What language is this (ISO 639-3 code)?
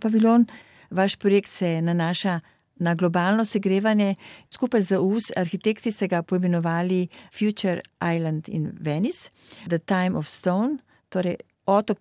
slv